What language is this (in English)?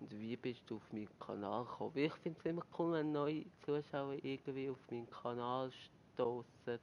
Swiss German